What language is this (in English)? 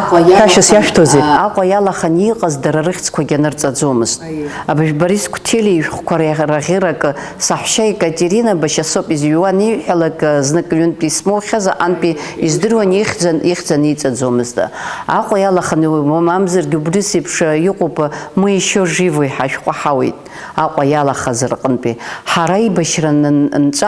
Abkhazian